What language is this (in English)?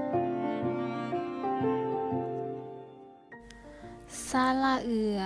Lao